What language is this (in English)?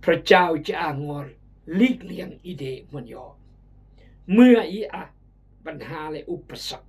Khmu